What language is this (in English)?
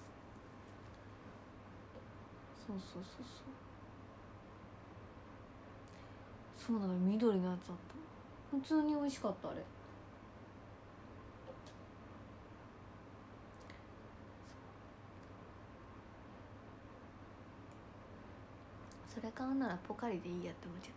Japanese